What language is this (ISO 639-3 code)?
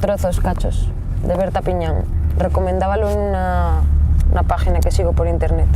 ast